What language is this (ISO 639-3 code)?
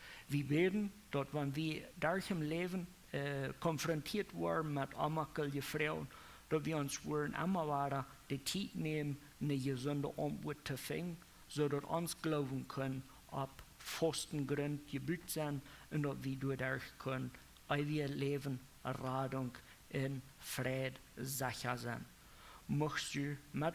pdt